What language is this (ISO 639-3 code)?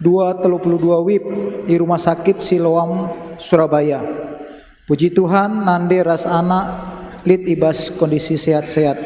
btx